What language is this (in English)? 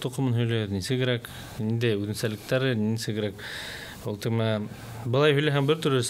Bashkir